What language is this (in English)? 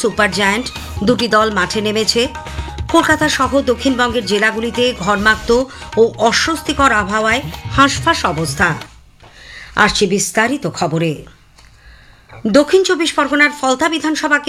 Bangla